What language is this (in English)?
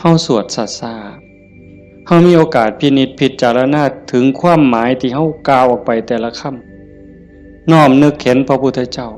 Northeastern Thai